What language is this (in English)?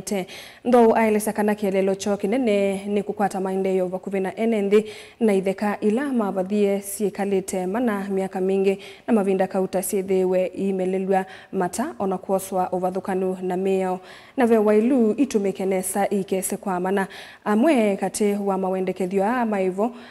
Kamba